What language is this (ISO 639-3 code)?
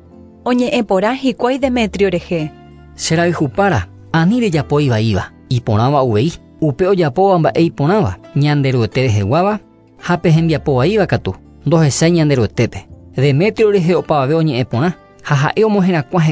grn